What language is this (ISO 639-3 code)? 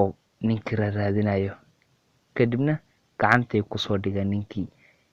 som